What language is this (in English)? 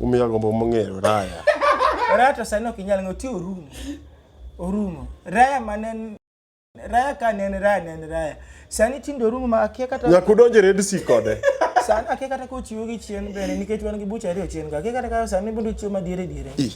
Luo (Kenya and Tanzania)